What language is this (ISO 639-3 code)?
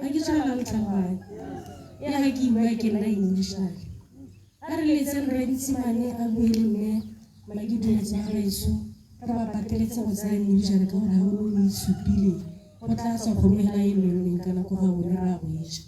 tsn